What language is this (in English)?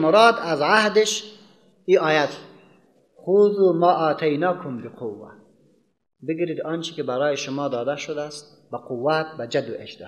Persian